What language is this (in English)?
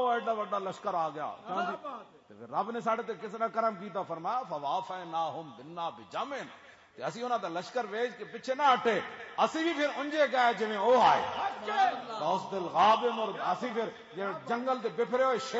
Western Panjabi